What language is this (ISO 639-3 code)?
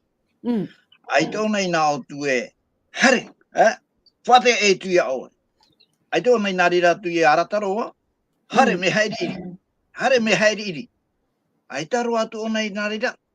tah